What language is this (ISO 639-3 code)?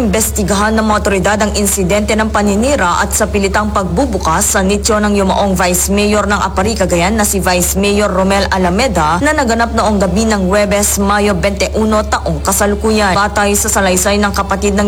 fil